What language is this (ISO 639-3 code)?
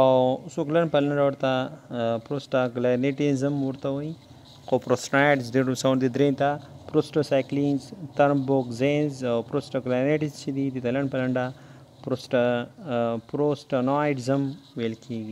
pus